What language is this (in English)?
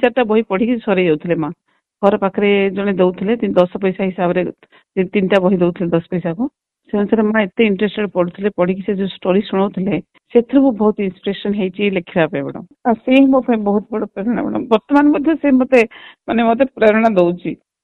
Odia